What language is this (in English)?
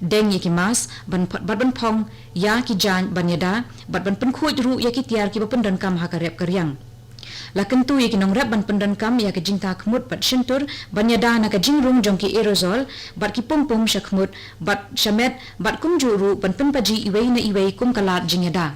Khasi